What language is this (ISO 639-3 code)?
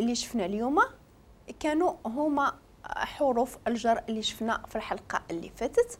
ary